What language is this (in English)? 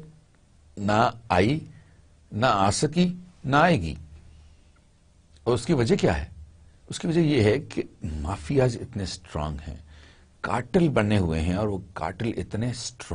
Urdu